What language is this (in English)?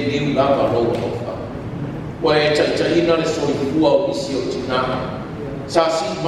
Samoan